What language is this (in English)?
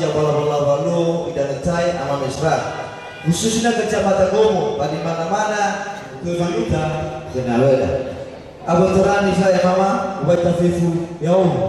Nias